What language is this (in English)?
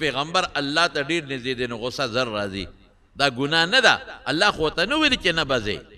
Pashto